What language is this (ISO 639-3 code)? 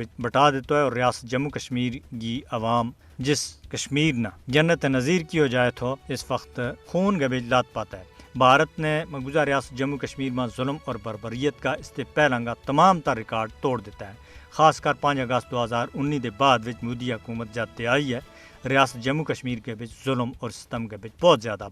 gju